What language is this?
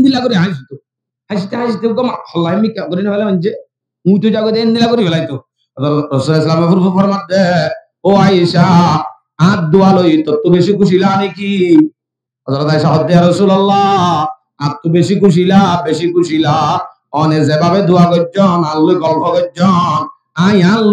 Rohingya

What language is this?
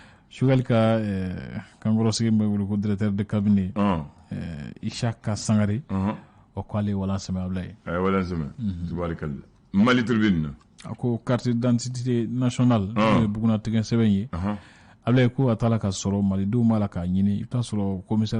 Bambara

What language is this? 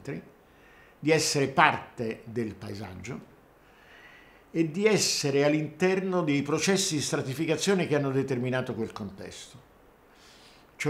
Italian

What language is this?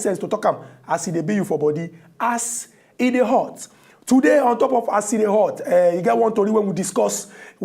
Nigerian Pidgin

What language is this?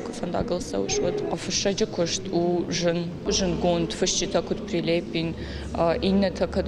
Ossetic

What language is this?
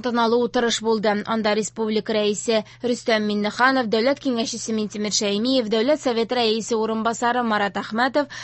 Tatar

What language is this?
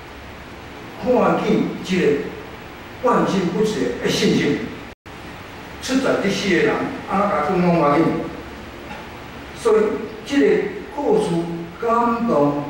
Min Nan Chinese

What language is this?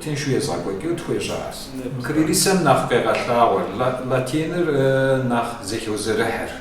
Kabardian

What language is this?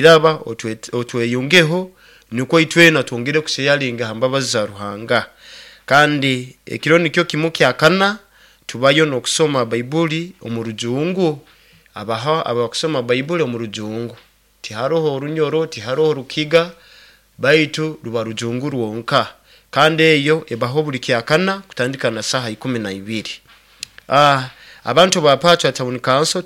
Nyoro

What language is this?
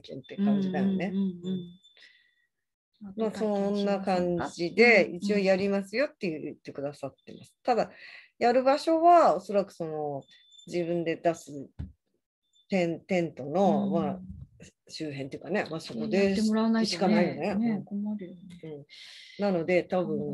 Japanese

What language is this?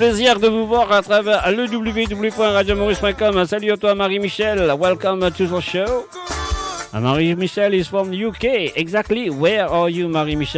Morisyen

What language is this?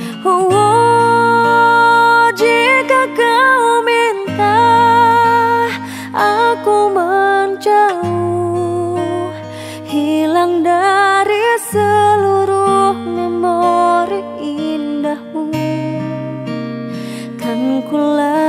Indonesian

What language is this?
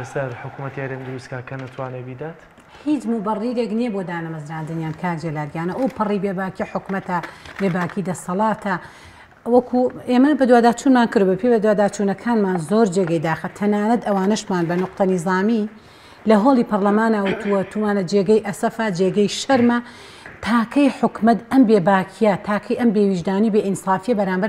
Central Kurdish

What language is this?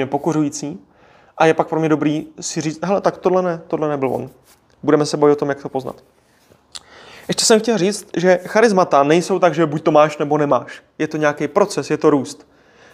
Czech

